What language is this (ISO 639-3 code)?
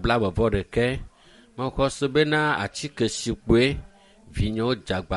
ewe